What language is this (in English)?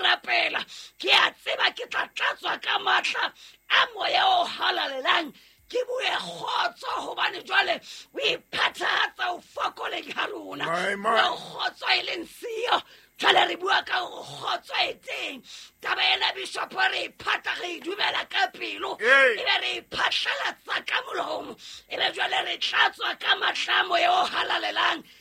Southern Sotho